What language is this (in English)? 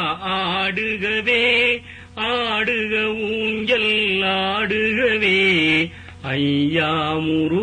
Tamil